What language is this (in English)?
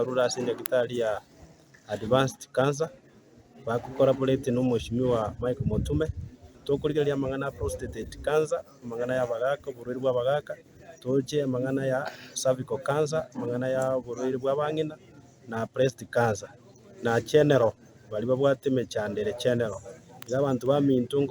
Gusii